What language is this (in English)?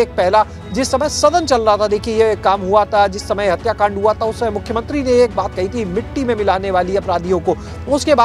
Hindi